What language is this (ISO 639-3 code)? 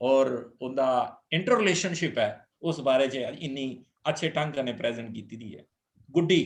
doi